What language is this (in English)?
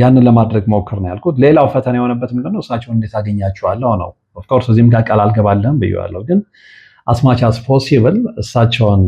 Amharic